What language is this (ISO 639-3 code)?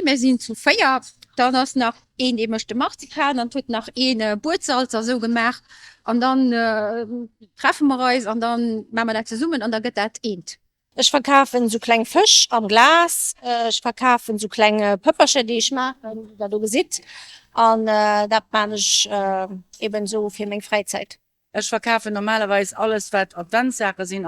ltz